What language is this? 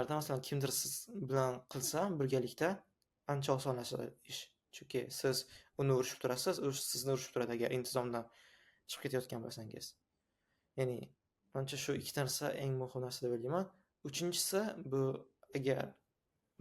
Uzbek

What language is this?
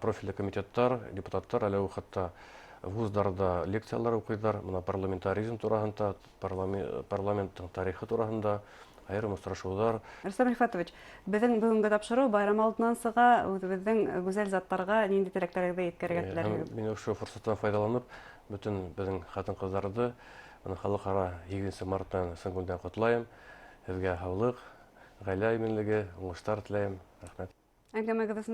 Bashkir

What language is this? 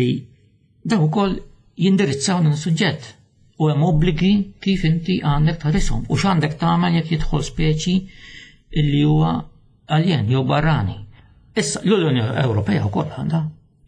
Maltese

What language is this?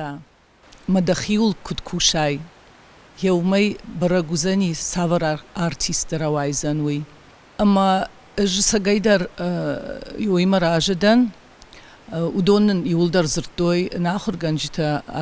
Ossetic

